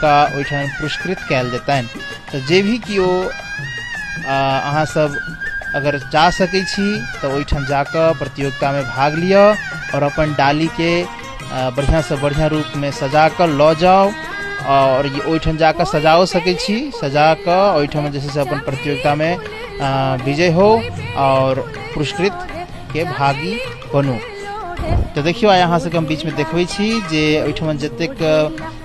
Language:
Maithili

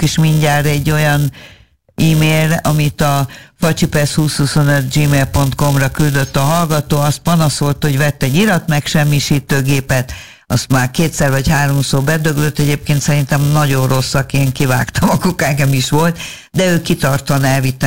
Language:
Hungarian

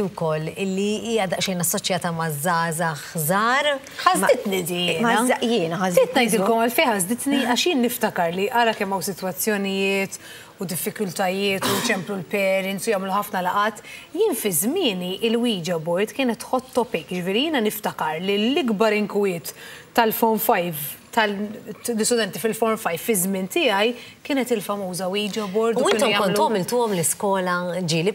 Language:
Maltese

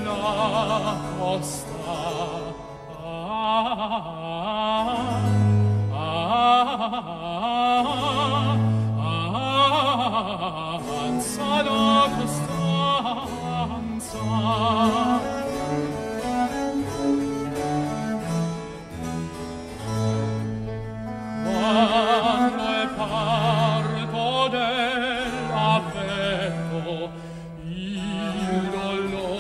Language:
Italian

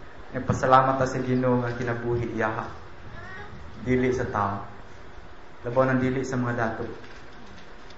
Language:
Cebuano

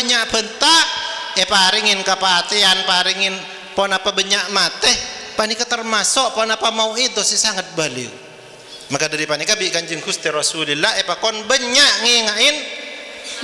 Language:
Madurese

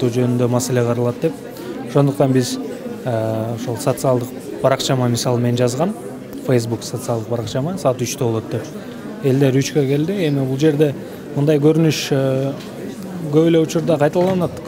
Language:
Kyrgyz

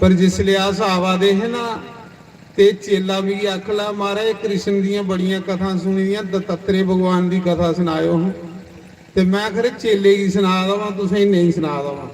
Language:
Dogri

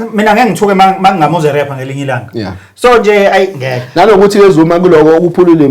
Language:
Zulu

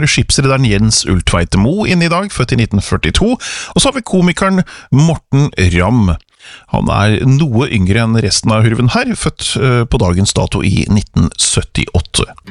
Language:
Norwegian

